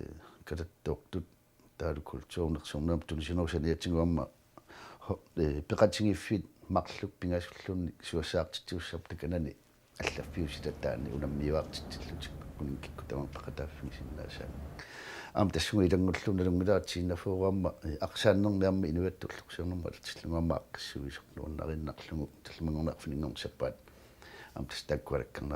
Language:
Kalaallisut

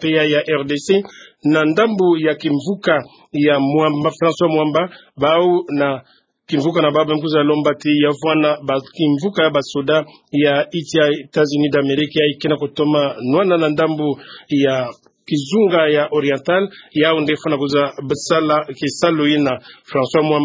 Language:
Kituba (Democratic Republic of Congo)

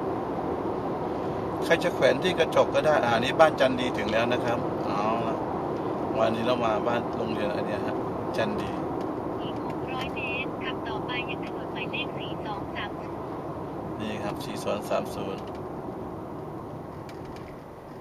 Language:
Thai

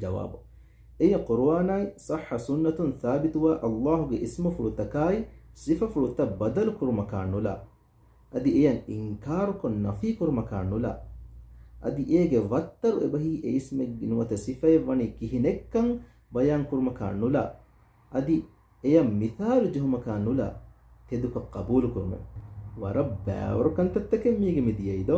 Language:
Divehi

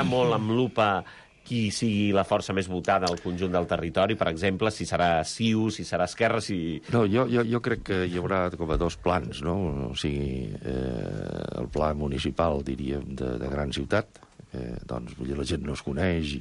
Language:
Catalan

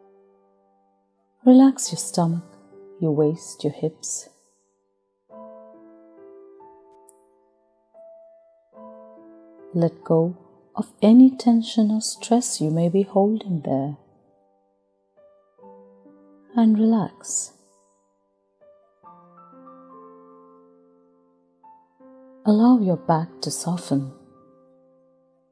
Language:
English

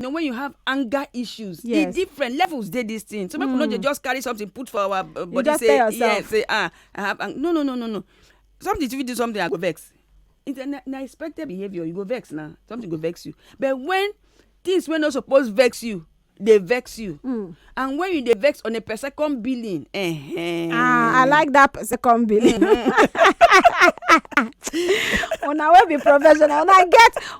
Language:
Nigerian Pidgin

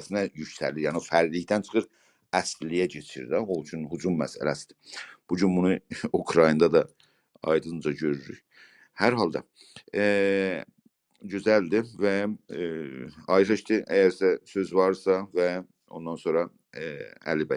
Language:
South Azerbaijani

